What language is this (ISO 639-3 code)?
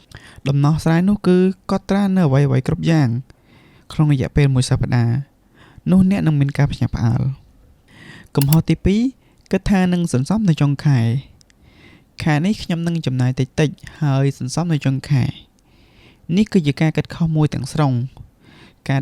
khm